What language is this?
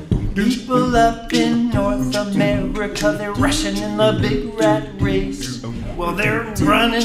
English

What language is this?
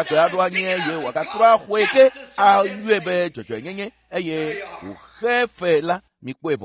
Ewe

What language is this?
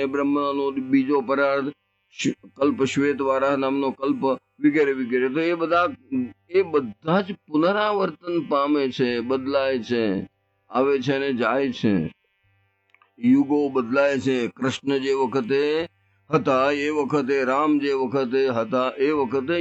Gujarati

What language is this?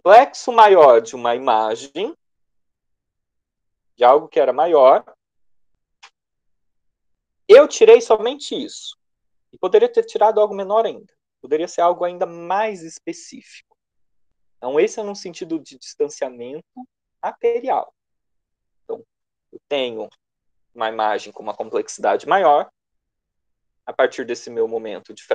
Portuguese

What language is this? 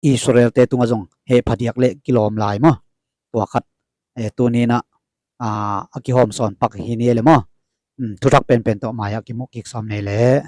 Tedim Chin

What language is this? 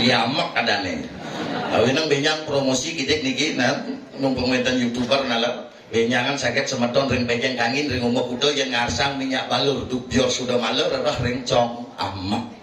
Balinese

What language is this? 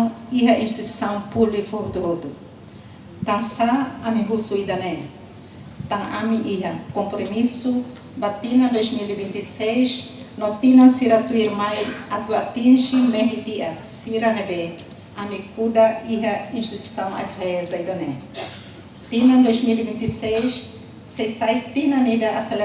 Tetum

